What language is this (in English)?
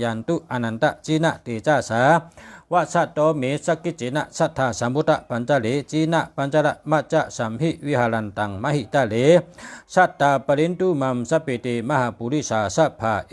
Shan